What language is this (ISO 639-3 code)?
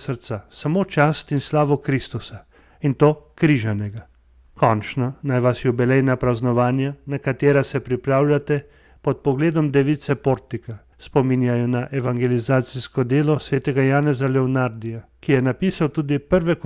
slv